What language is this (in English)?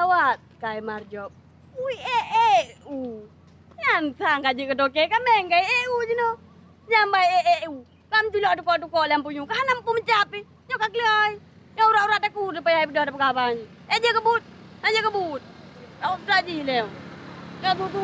Achinese